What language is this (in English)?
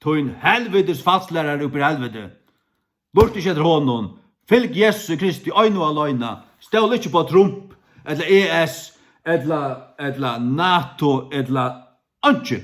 Faroese